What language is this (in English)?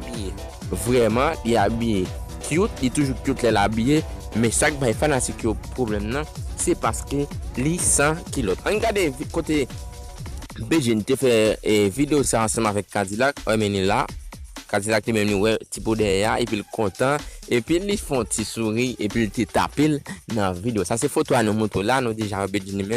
Haitian Creole